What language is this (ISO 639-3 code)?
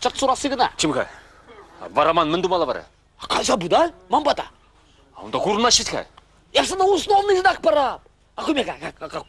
chv